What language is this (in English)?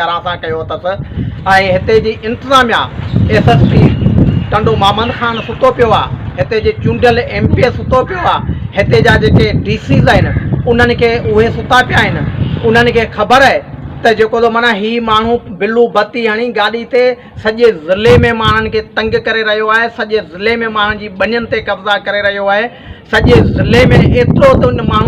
Sindhi